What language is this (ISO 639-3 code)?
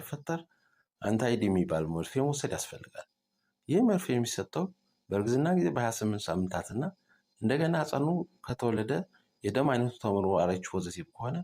amh